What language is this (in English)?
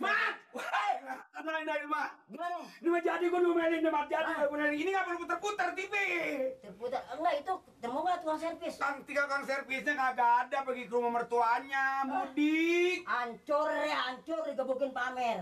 Betawi